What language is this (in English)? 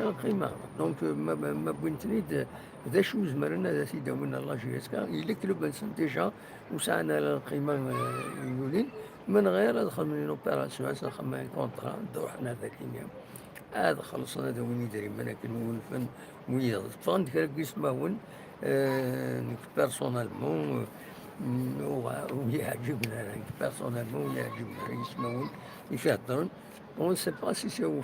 Kabyle